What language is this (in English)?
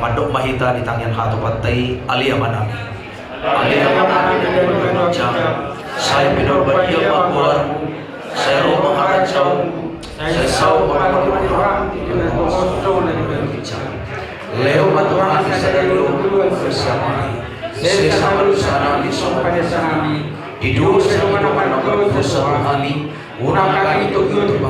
Batak Toba